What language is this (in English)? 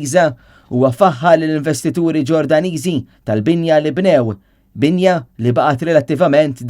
Maltese